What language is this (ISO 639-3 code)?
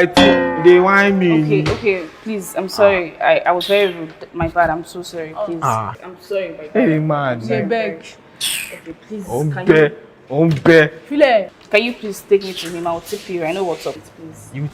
pcm